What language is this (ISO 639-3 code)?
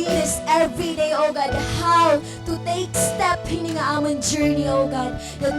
war